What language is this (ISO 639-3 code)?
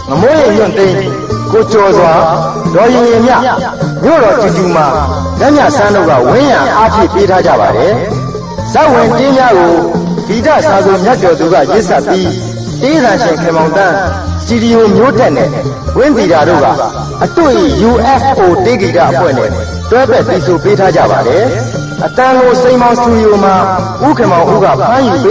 mya